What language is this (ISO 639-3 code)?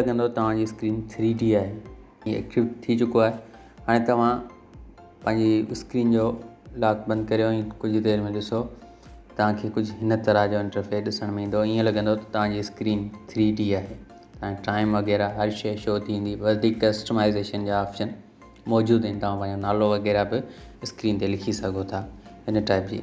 snd